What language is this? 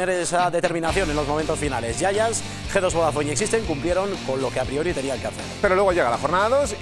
Spanish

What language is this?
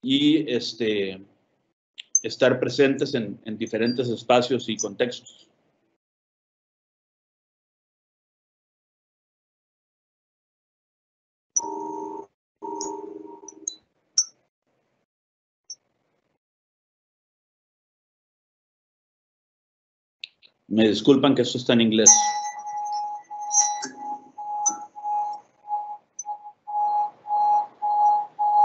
Spanish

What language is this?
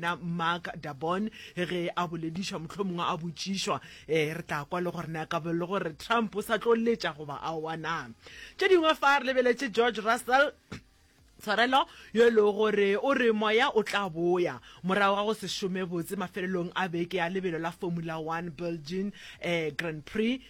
Northern Sotho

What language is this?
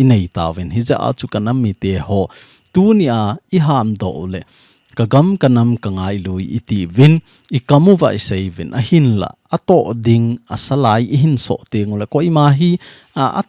Thado Chin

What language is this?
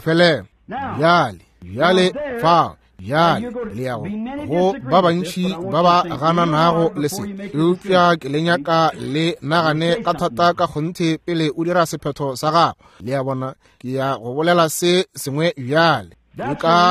Northern Sotho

